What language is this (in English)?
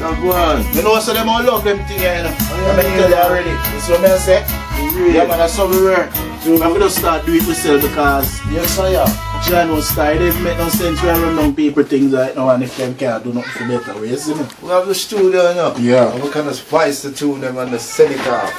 Jamaican Creole English